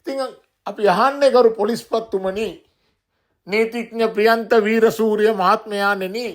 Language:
Sinhala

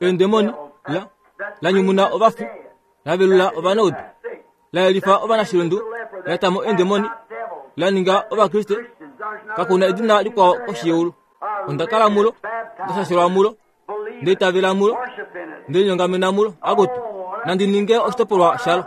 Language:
Kuanyama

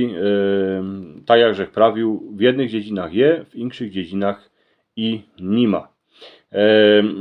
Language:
Silesian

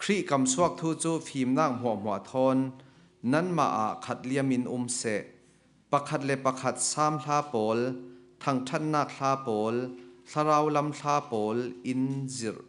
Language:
Falam Chin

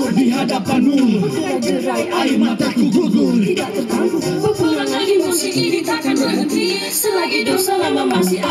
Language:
Malay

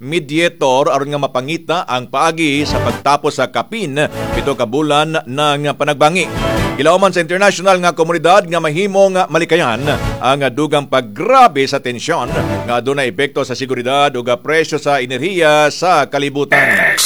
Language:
Cebuano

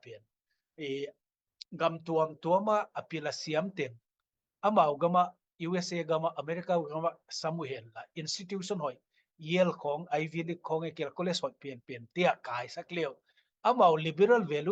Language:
Tedim Chin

